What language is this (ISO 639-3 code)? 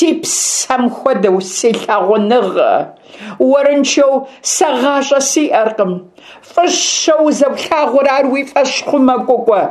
kbd